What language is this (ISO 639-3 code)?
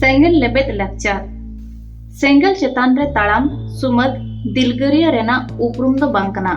sat